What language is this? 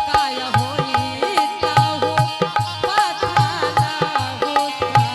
Angika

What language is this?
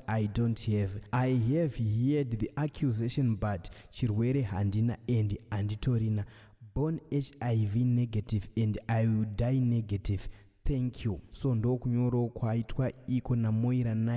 Shona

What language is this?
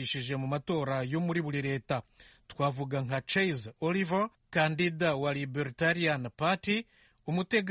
Kinyarwanda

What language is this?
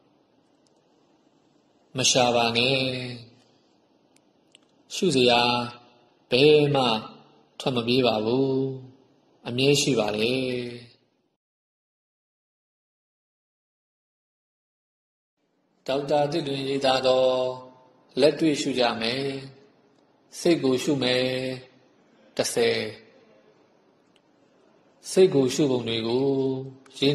Burmese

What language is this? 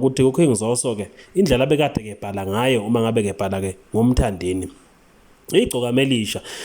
Zulu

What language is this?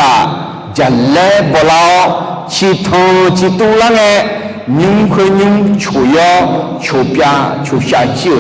Akha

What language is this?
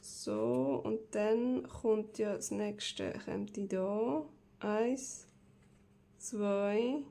Swiss German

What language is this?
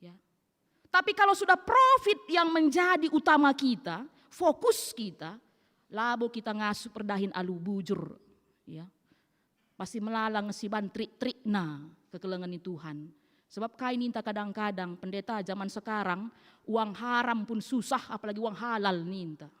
Batak Karo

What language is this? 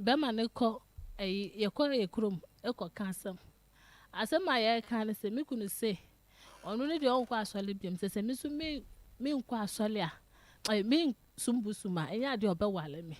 Akan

